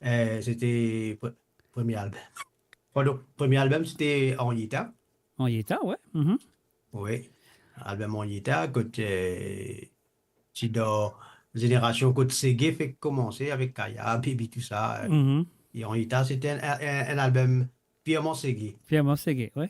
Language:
Morisyen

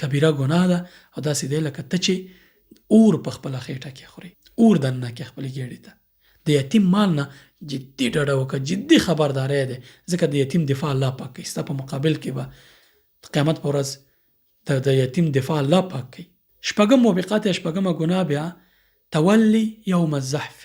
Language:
Pashto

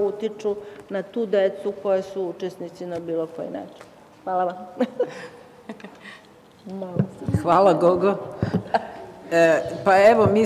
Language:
Serbian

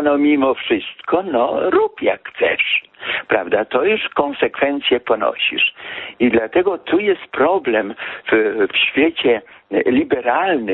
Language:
Polish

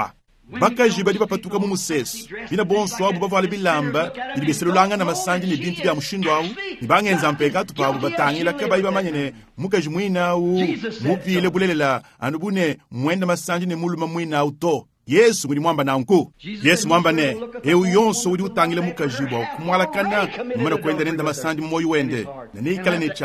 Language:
Luba-Lulua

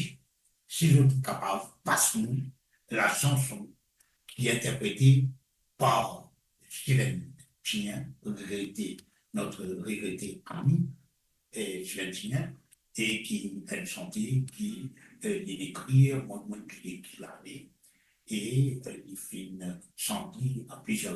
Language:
Morisyen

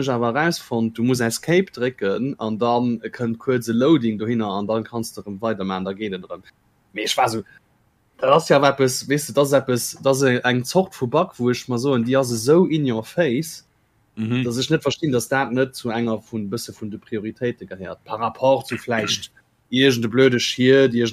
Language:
Luxembourgish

